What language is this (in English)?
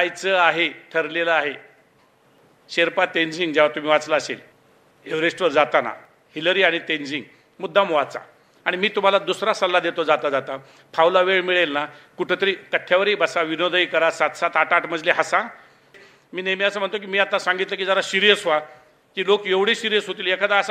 Marathi